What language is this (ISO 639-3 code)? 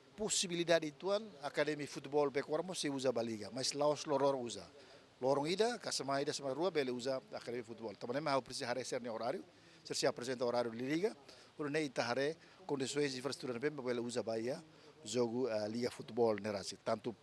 tet